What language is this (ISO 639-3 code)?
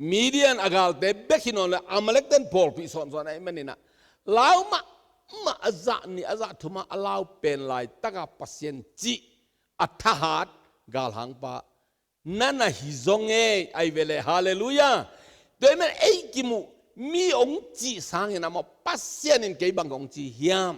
ctd